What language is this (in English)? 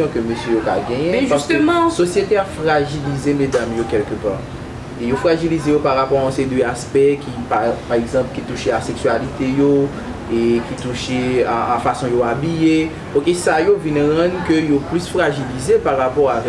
Haitian Creole